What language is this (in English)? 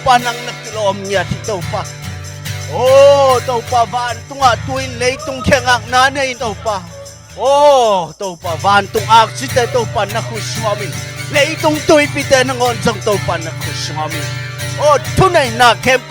Tedim Chin